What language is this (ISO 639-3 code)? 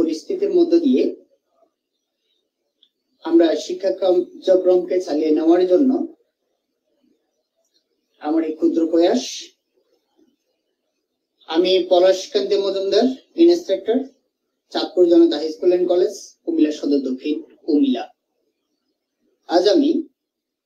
ben